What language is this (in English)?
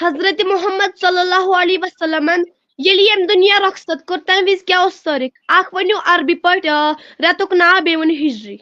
Kashmiri